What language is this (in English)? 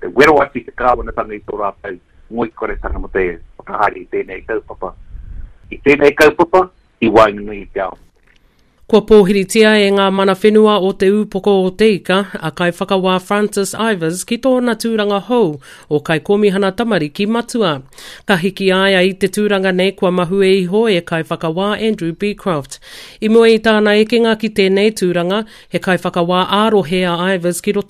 Māori